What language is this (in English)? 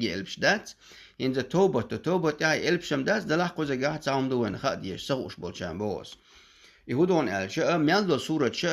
Chechen